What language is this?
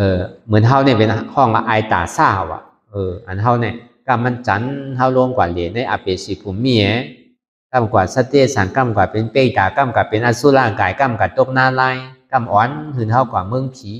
Shan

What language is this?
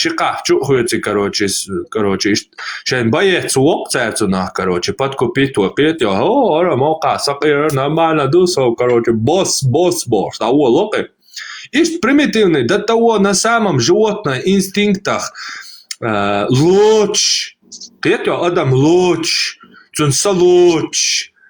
Chechen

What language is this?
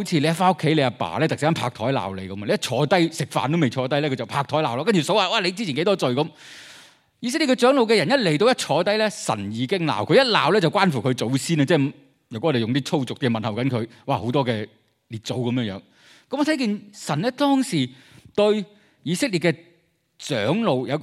Cantonese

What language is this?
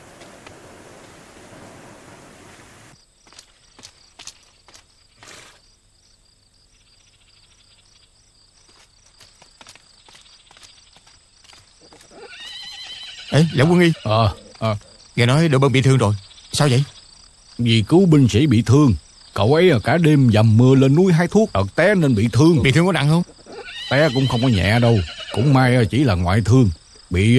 Vietnamese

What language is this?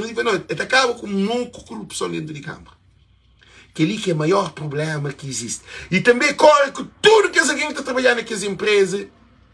Kabuverdianu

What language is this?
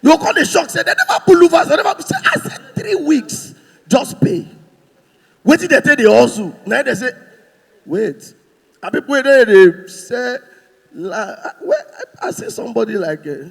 Nigerian Pidgin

